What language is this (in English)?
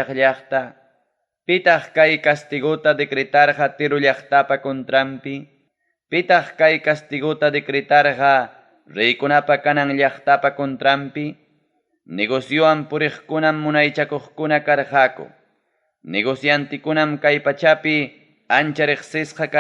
Ayacucho Quechua